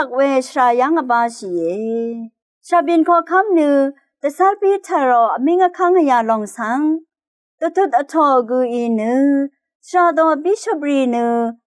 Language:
Rawang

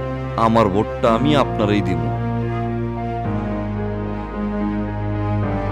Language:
Bangla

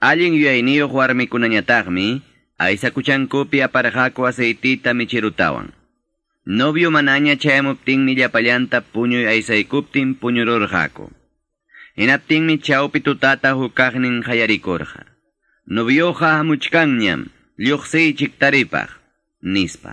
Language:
Quechua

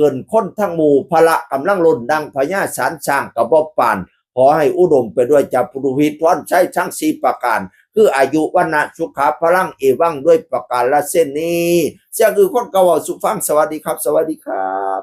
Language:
Northeastern Thai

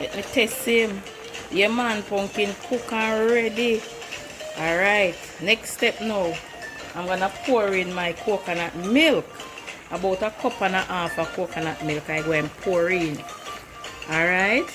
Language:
Jamaican Creole English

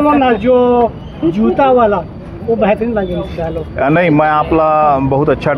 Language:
Chhattisgarhi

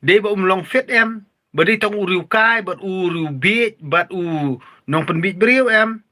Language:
Khasi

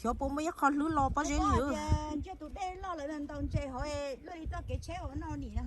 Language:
Hmong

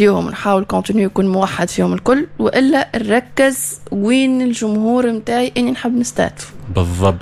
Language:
Tunisian Arabic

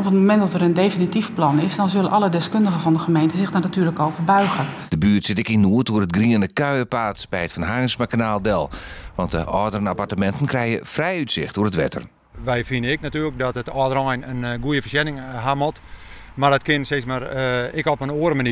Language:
Western Frisian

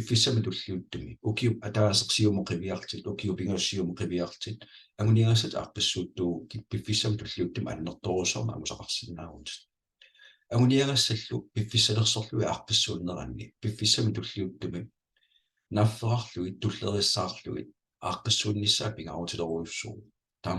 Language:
Kalaallisut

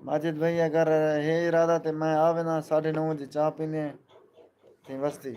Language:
Saraiki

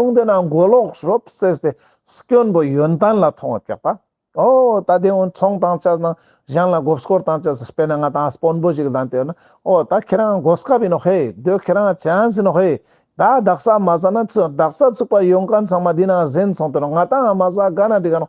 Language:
Ladakhi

